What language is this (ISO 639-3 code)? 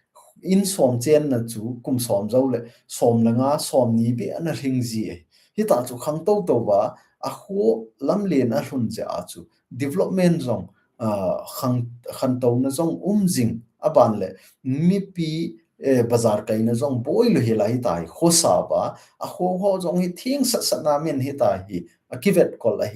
tcz